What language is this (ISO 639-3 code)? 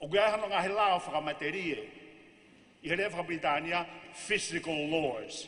ton